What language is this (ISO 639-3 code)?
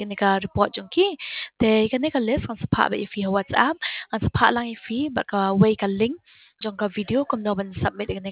kha